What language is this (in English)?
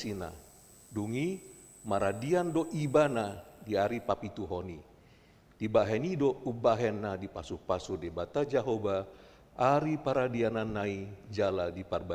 Batak Toba